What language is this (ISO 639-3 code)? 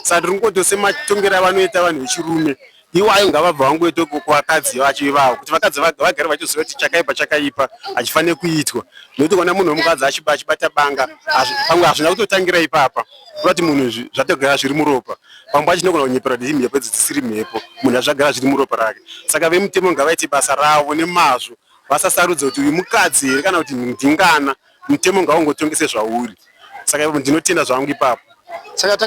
sna